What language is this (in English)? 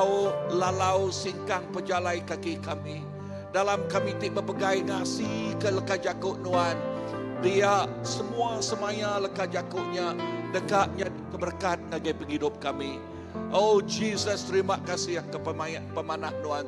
Iban